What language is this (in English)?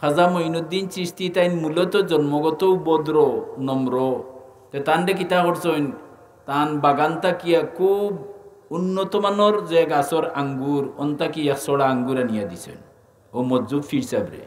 Sylheti